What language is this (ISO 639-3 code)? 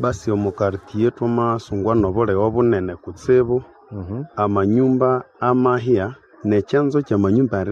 nnb